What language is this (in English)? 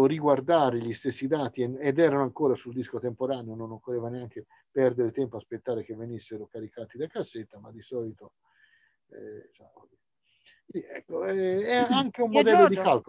Italian